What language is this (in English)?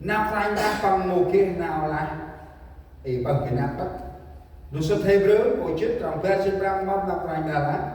Central Mnong